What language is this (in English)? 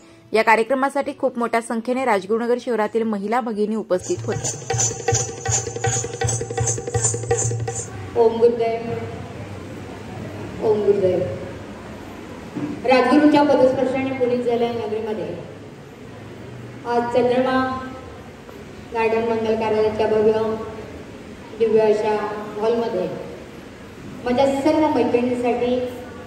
Marathi